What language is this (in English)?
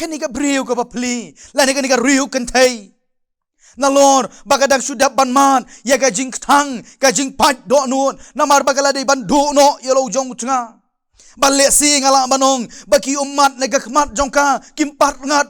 Khasi